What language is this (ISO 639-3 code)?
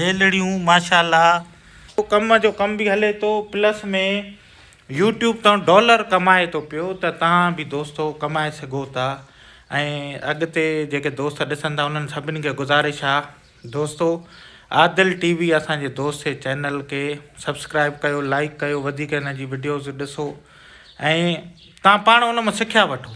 snd